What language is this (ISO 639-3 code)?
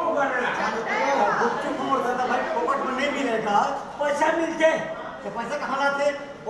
hne